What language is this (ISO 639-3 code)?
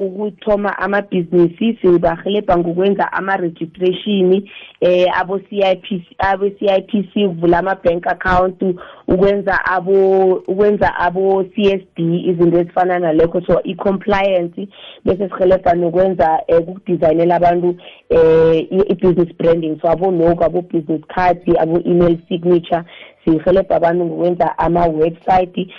nbl